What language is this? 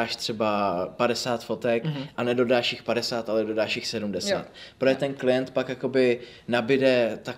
Czech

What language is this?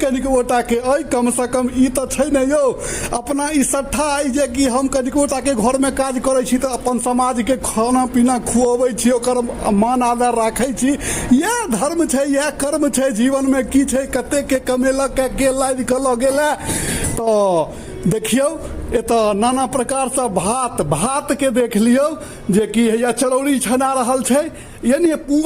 Maithili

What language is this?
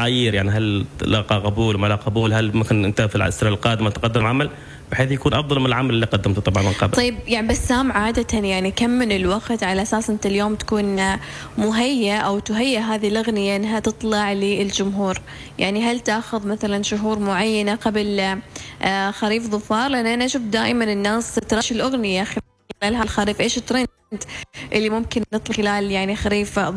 Arabic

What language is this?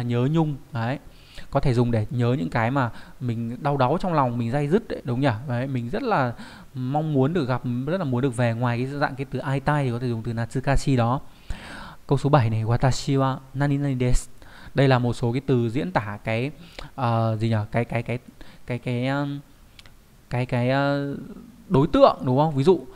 Vietnamese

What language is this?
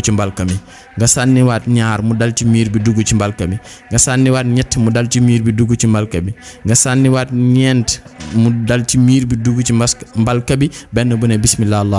Wolof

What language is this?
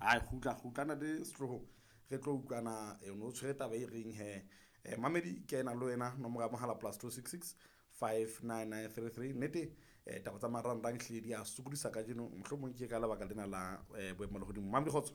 Southern Sotho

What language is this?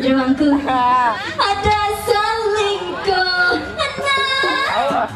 Balinese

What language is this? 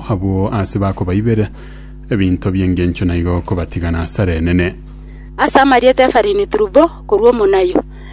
Gusii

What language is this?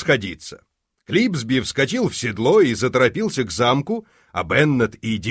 Russian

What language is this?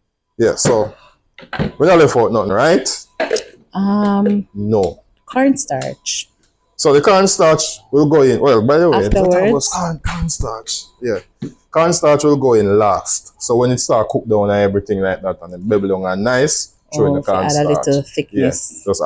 Jamaican Creole English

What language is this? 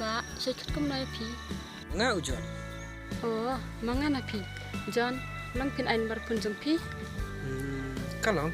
Khasi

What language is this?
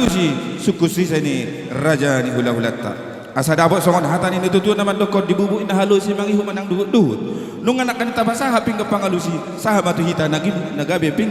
Batak Toba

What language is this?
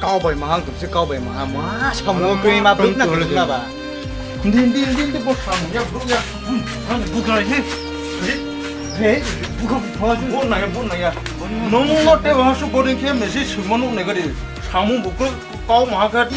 Riang (India)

